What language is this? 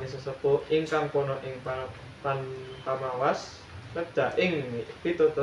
Javanese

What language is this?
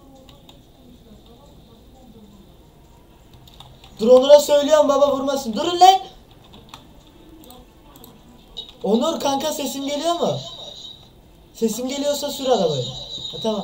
Turkish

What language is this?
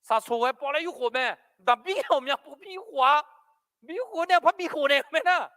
Akha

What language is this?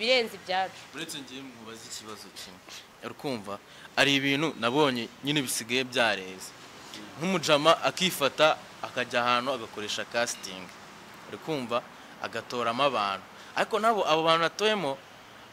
Kinyarwanda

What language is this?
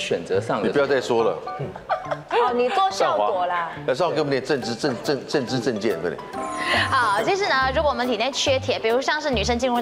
Chinese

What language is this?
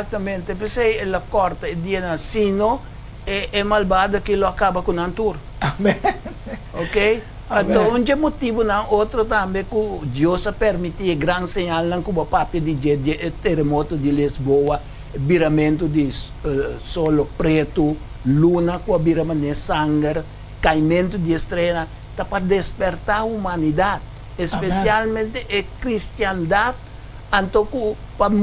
Papiamento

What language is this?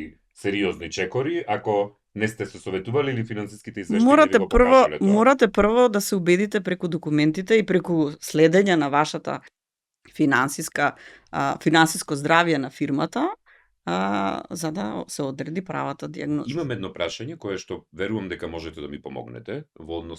Macedonian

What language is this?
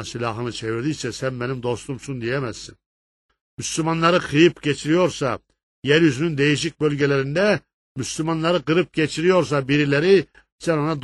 Turkish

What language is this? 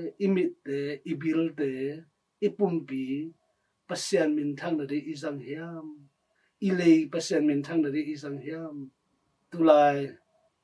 Tedim Chin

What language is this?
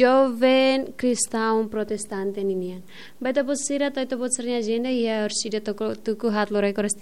Tetum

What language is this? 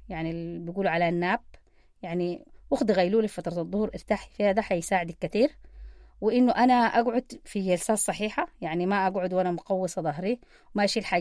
Sudanese Arabic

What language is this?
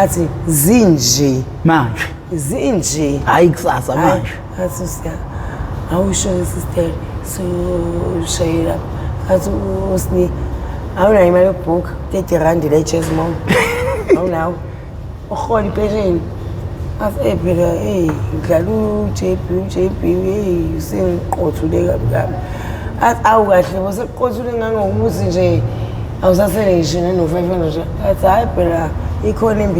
Zulu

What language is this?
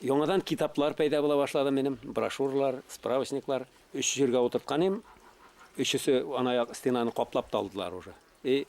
Bashkir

